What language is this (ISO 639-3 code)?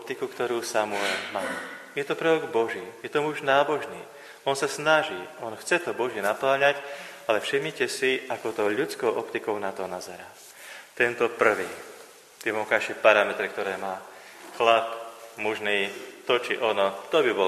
slk